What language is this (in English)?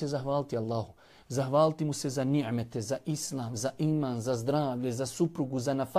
Bosnian